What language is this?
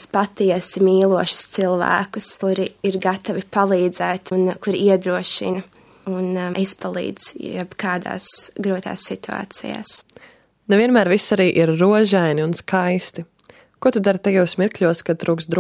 Latvian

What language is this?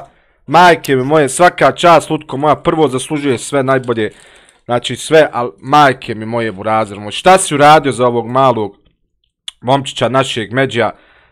Bosnian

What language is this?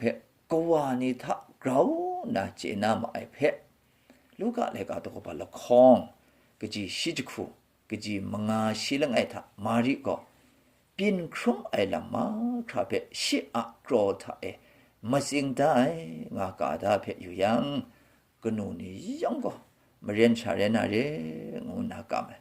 Kachin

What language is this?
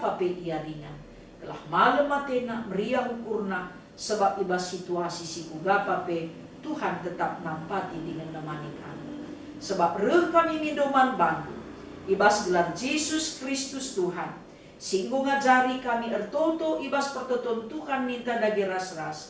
Batak Karo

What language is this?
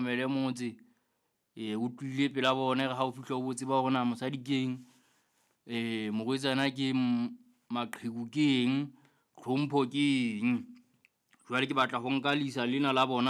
Southern Sotho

